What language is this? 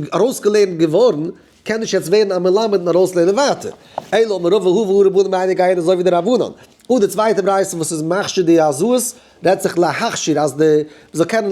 Yiddish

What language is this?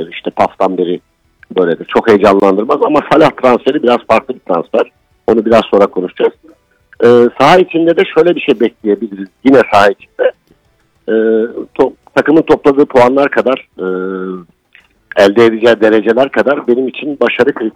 Turkish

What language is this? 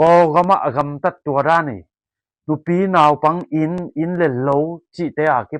Tedim Chin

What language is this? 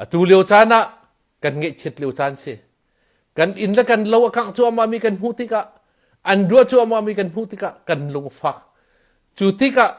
Hakha Chin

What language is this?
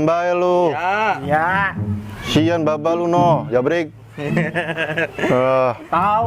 Betawi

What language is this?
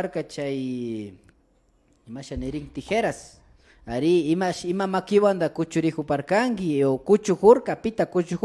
Imbabura Highland Quichua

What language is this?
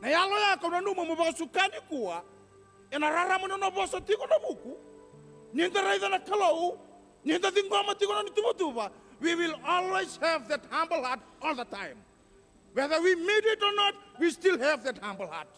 Fijian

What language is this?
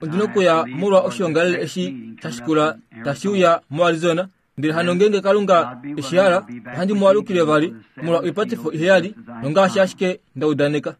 Kuanyama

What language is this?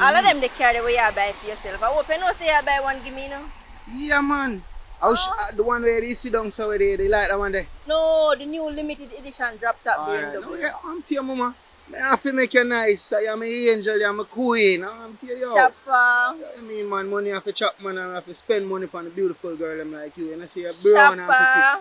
Jamaican Creole English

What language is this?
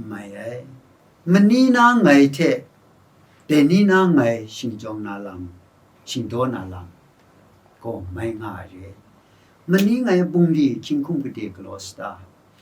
Kachin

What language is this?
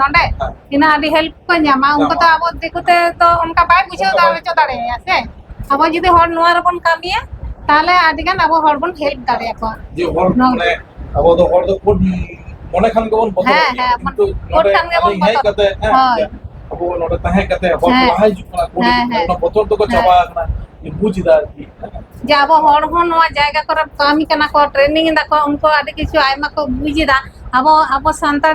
Santali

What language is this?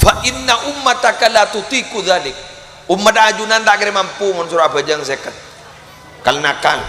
Madurese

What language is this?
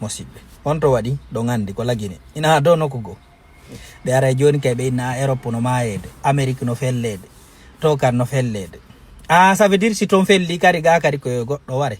Fula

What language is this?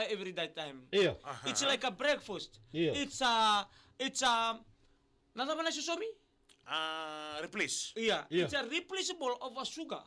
Fijian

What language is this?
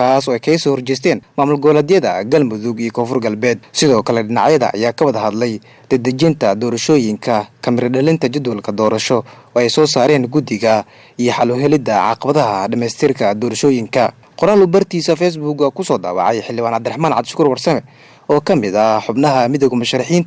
Somali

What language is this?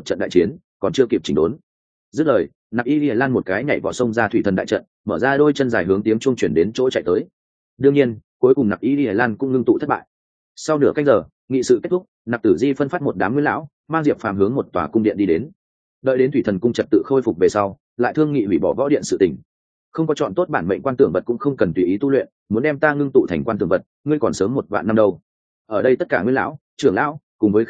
Vietnamese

